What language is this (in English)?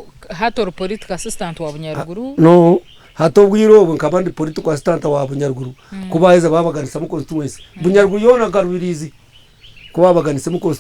Nyankole